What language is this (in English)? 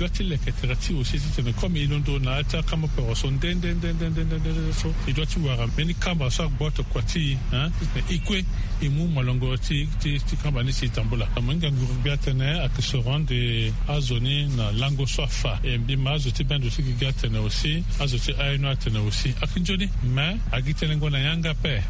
Sango